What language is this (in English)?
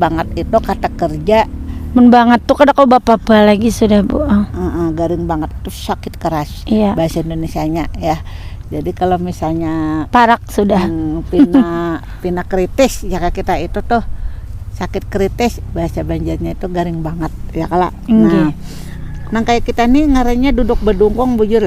Banjar